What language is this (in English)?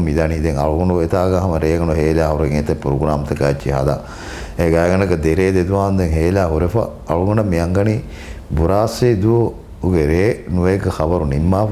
Divehi